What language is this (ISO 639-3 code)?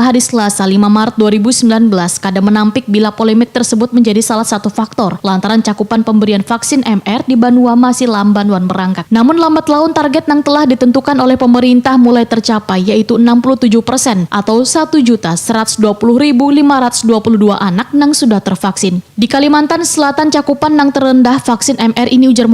bjn